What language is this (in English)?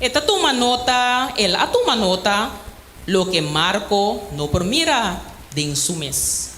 Papiamento